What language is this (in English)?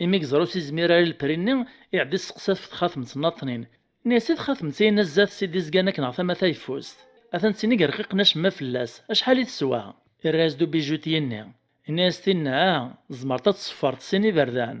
Kabyle